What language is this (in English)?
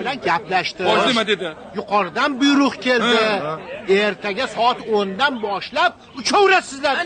Uzbek